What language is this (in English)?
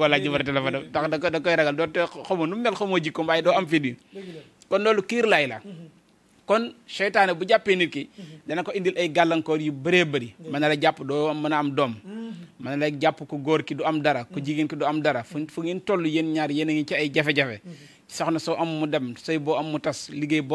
Wolof